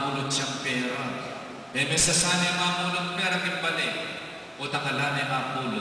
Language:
Pampanga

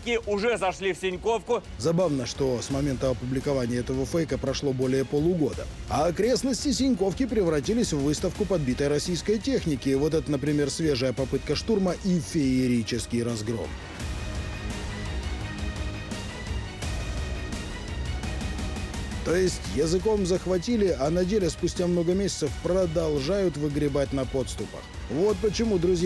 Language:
Russian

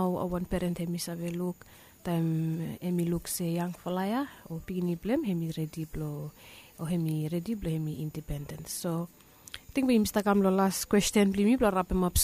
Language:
Bislama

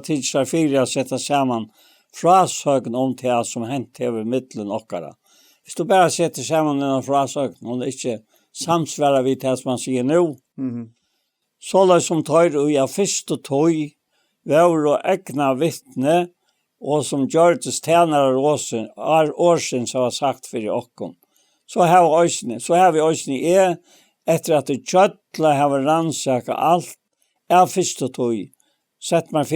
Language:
Faroese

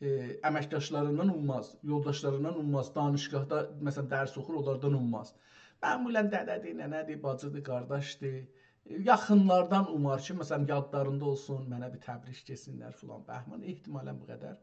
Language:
South Azerbaijani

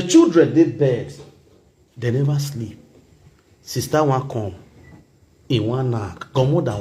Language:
Nigerian Pidgin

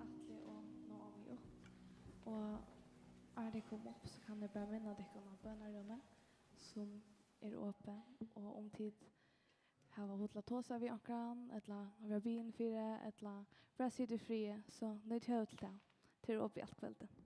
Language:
Faroese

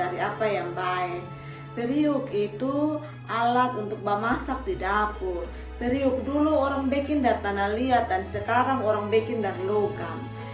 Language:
Kupang Malay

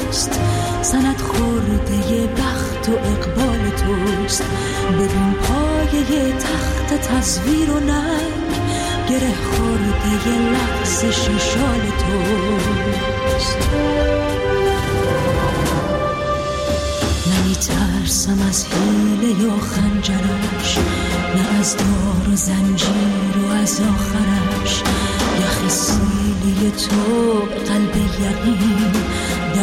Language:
Persian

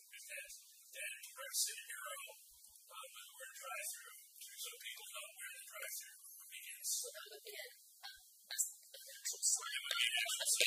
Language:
English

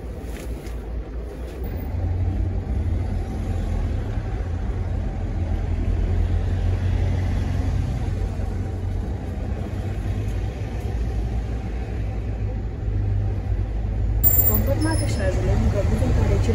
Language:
Romanian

